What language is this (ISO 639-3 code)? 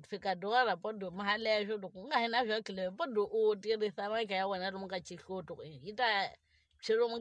tso